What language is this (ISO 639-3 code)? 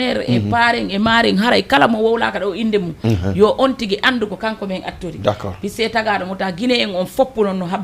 ful